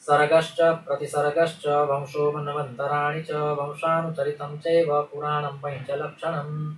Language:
Sanskrit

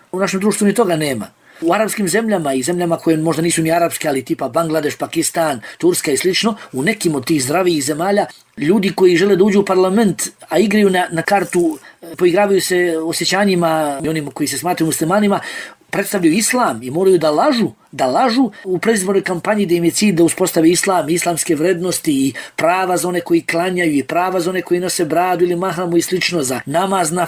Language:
Bosnian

